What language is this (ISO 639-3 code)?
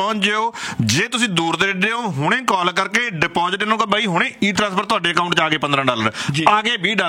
pan